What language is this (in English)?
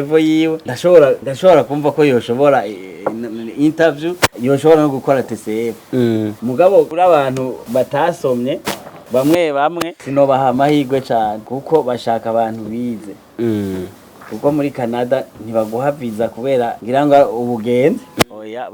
Rundi